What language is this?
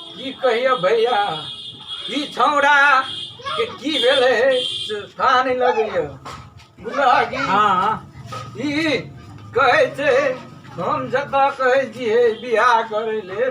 Maithili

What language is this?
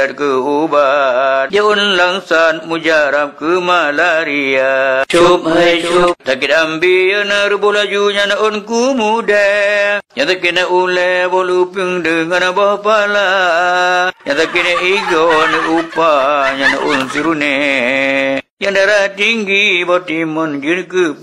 Achinese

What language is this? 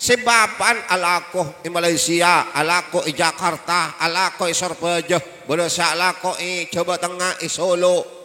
Madurese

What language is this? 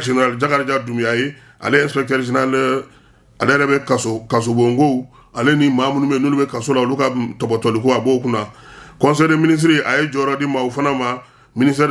Bambara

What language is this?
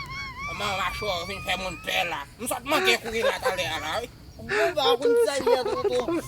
Haitian Creole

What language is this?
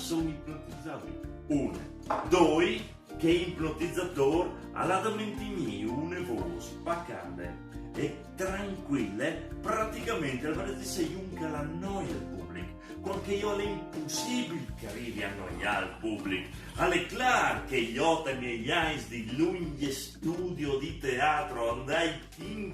Friulian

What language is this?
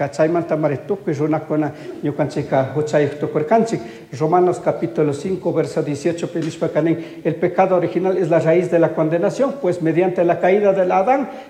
Chimborazo Highland Quichua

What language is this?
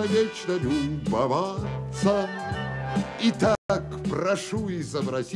Russian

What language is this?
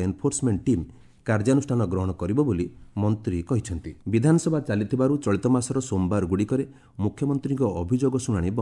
Odia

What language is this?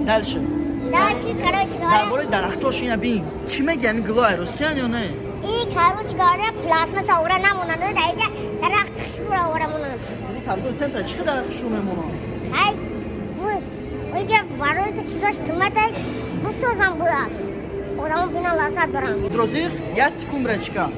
Tajik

